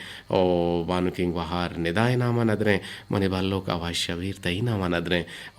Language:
Eastern Balochi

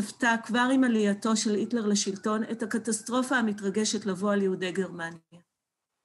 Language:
Hebrew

